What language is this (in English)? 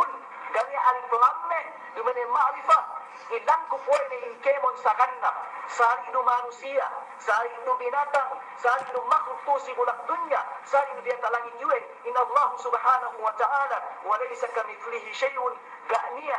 Yakan